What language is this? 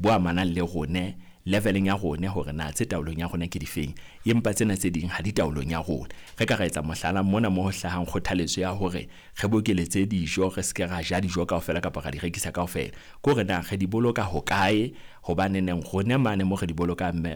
Southern Sotho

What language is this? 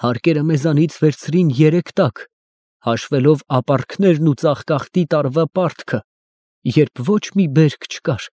Armenian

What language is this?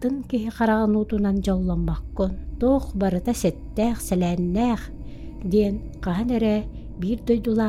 Yakut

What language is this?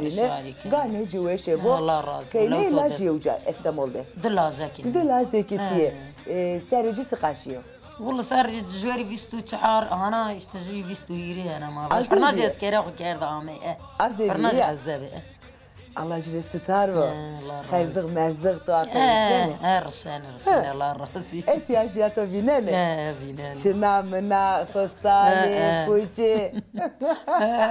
Zaza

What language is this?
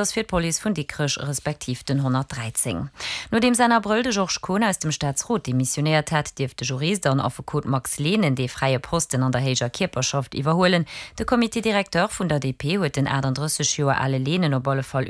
Luxembourgish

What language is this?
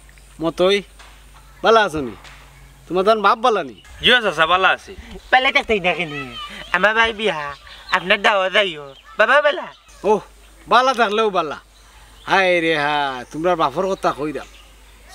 Sylheti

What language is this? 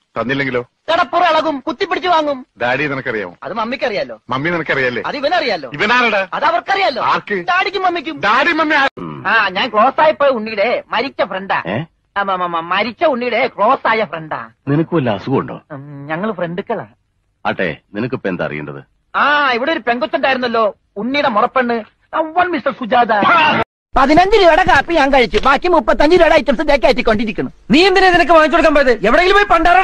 Malayalam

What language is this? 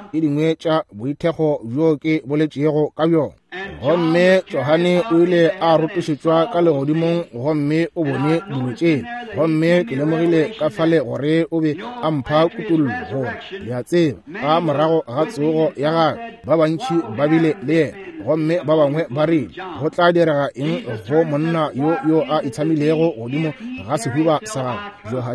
Northern Sotho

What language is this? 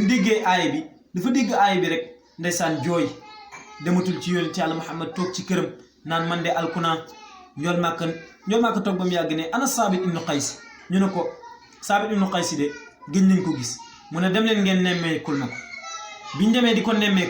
Wolof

